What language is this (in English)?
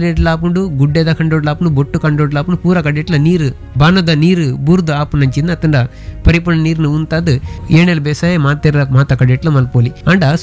Tulu